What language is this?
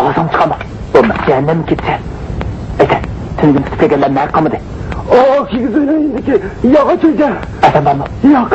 Uyghur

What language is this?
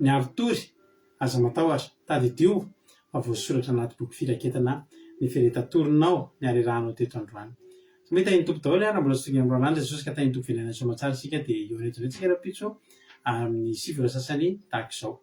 Malagasy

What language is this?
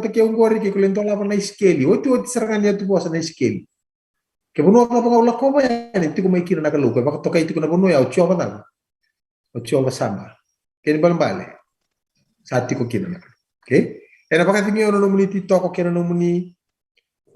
Fijian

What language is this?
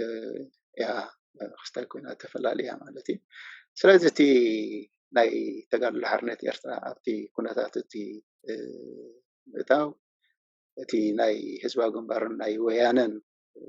Tigrinya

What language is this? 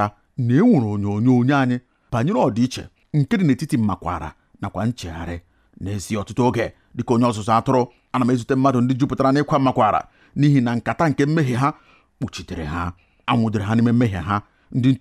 Igbo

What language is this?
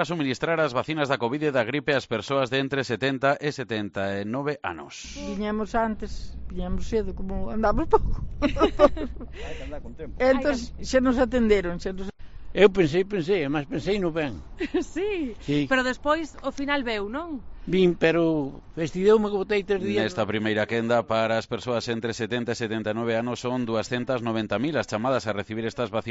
Galician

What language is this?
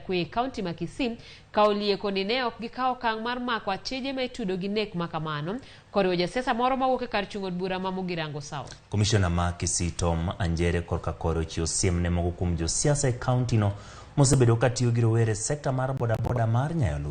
Luo (Kenya and Tanzania)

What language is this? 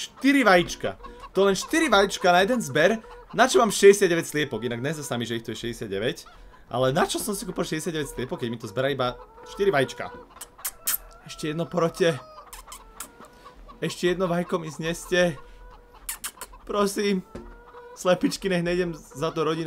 Slovak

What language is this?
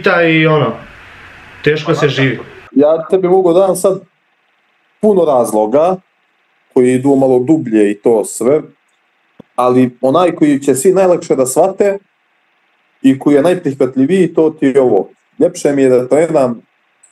Serbian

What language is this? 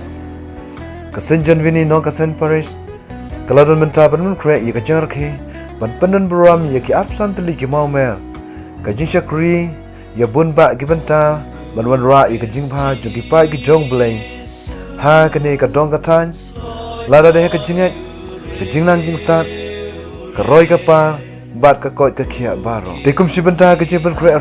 Khasi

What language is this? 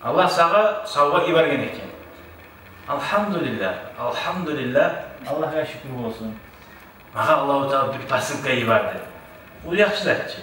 Kumyk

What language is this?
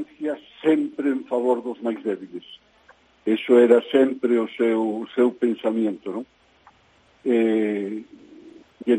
Galician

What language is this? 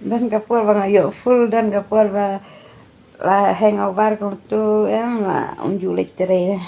Khasi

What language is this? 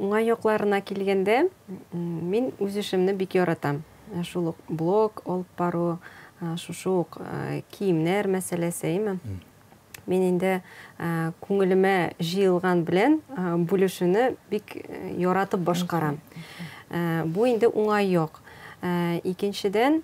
Tatar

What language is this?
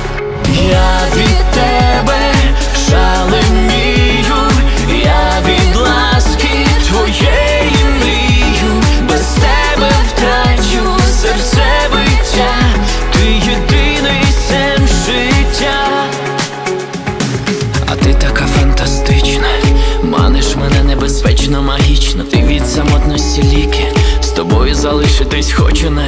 Ukrainian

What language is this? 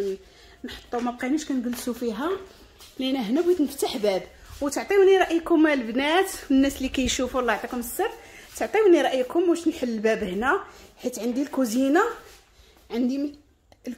Moroccan Arabic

